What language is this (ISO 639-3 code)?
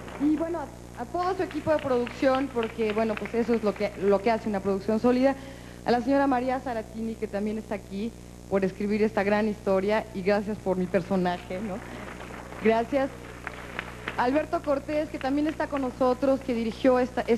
spa